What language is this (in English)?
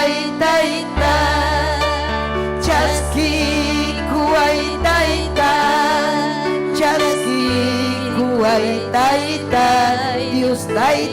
Ayacucho Quechua